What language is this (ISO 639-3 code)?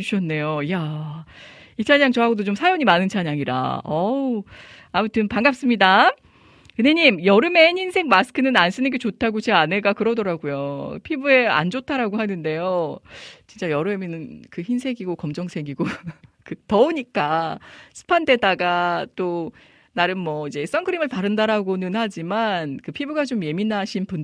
kor